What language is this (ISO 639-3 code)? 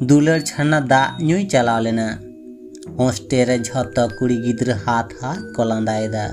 sat